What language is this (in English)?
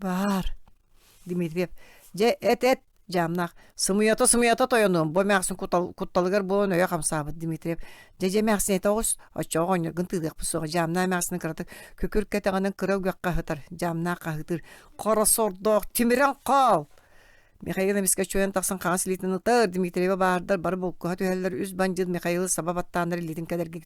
Yakut